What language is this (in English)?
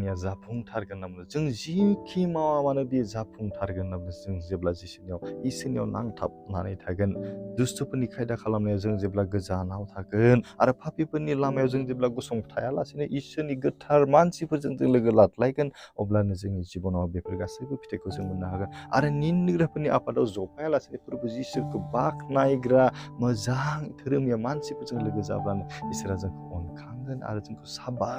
Bodo